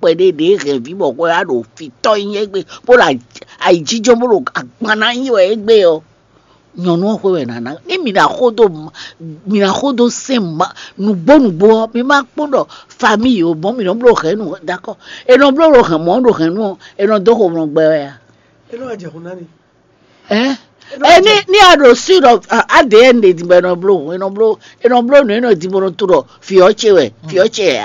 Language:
Fon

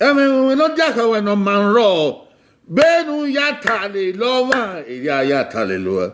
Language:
Bini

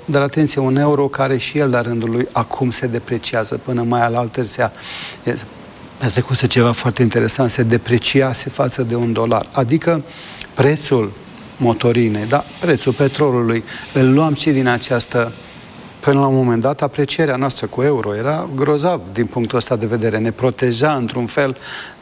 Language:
Romanian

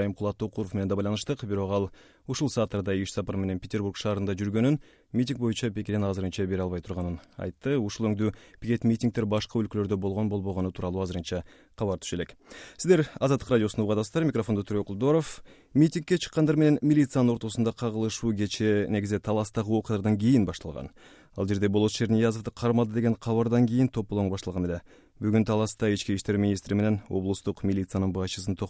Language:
Kyrgyz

